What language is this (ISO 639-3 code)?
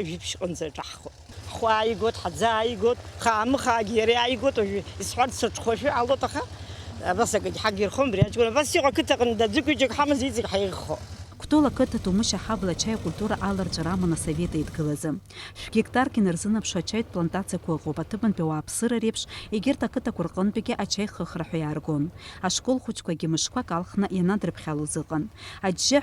abk